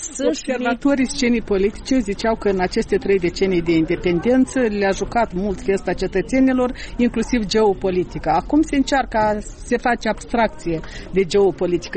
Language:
Romanian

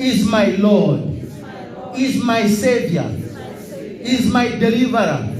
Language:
Tswana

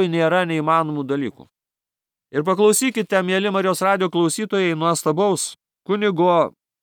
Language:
Lithuanian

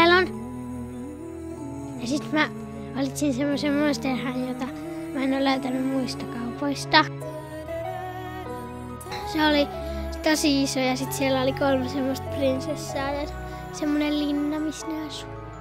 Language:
Finnish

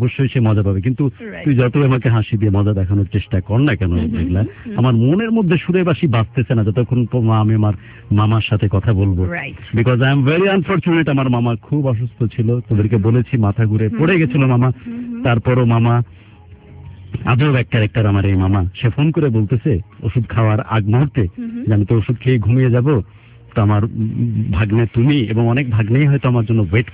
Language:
Bangla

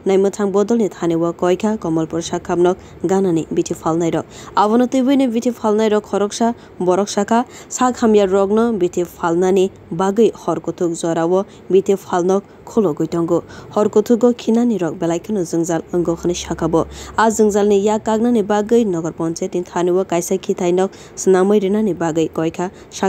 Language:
Kok Borok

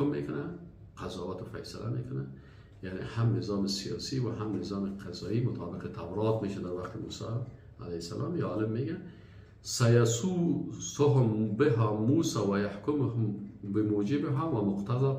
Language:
Persian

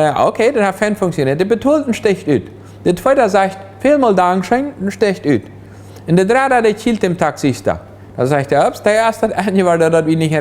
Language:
Plautdietsch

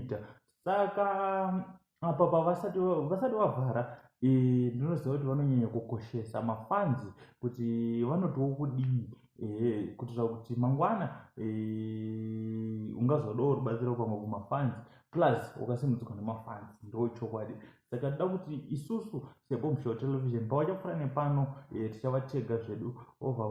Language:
Shona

